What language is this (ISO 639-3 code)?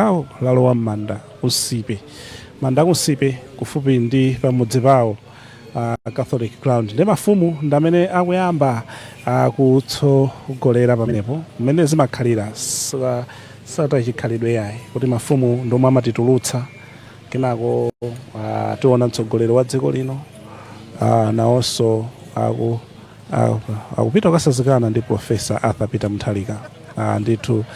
nya